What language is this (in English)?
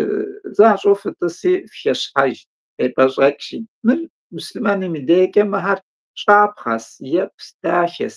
Kabardian